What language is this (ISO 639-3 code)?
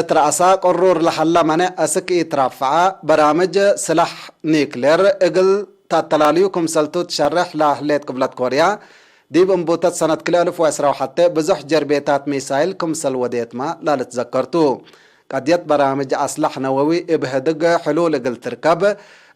tig